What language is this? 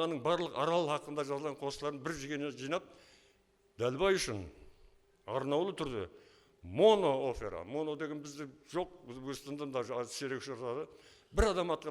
Kara-Kalpak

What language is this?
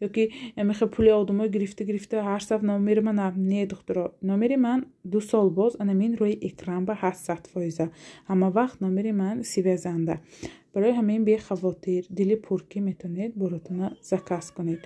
Tajik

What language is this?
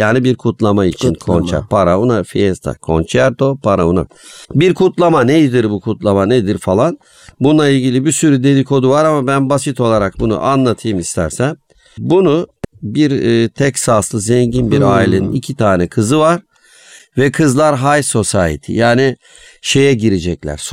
Turkish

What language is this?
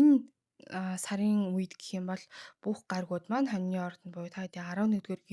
Mongolian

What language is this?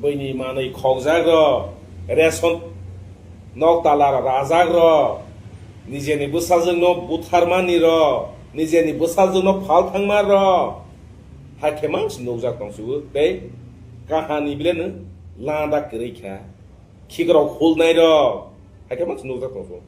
Kok Borok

